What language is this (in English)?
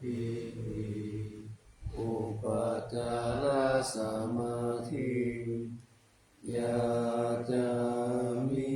Pali